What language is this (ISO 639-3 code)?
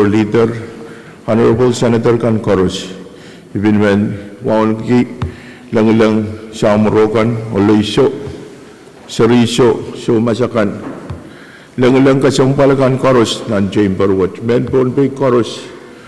pon